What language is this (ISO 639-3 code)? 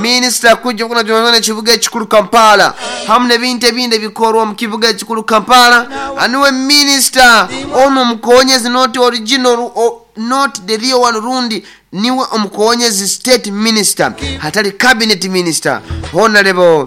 nyo